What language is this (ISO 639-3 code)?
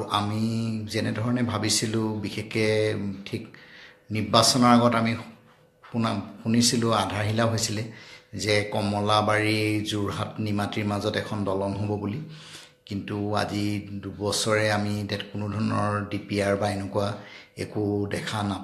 asm